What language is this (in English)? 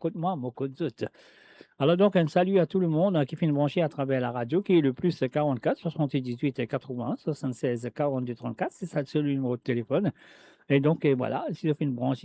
Morisyen